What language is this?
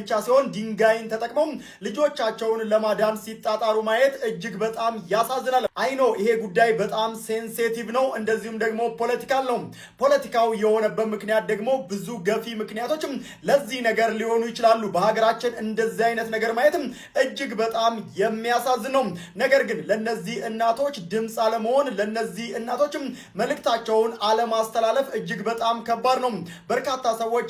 Amharic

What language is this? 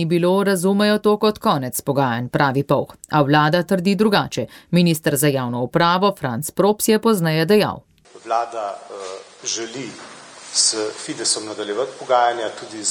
Slovenian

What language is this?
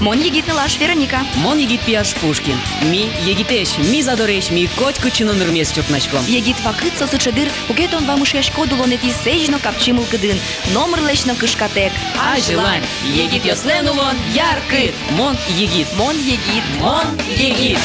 Udmurt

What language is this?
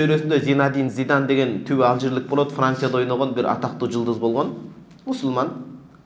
Kyrgyz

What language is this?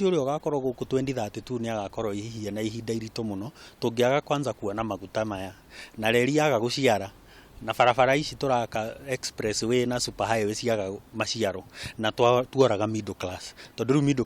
Kikuyu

